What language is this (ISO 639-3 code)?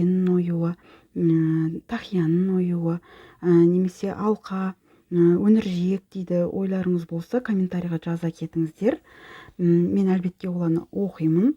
kaz